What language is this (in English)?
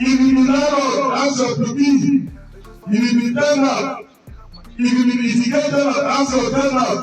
Nigerian Pidgin